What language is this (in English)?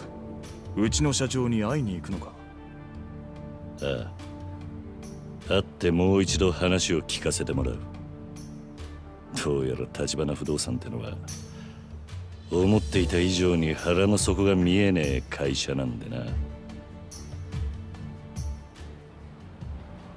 Japanese